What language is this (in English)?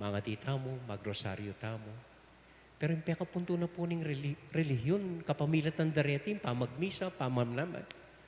Pampanga